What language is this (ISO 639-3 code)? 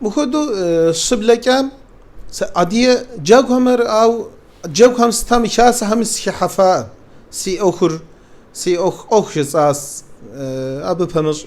kbd